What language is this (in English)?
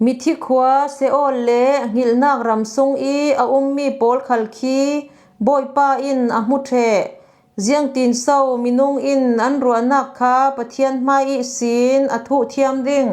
Falam Chin